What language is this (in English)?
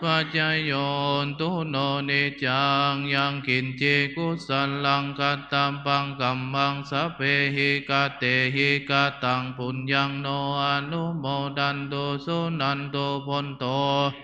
Pali